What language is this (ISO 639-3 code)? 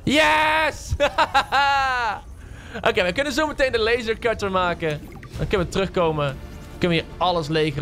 nld